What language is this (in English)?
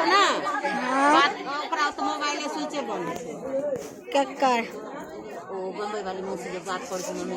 Maithili